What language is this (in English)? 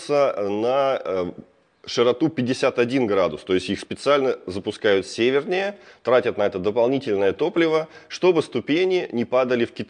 Russian